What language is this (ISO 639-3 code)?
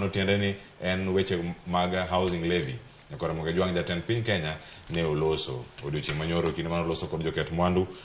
luo